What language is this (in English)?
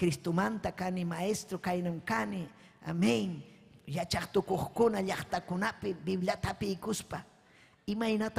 Ayacucho Quechua